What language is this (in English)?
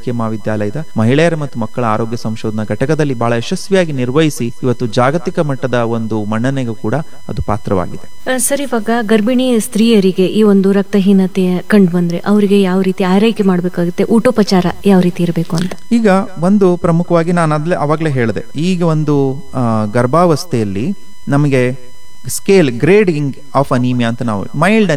Kannada